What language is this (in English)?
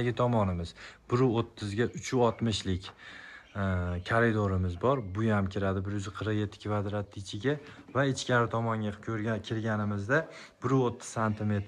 Uzbek